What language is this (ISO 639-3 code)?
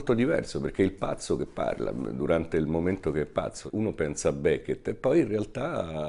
ita